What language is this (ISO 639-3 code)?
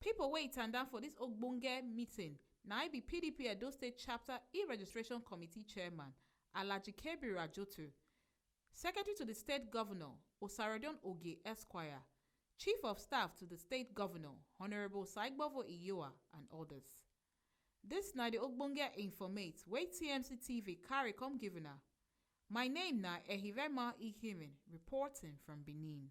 pcm